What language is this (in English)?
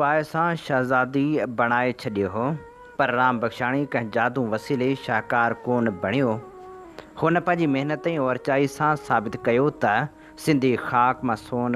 Sindhi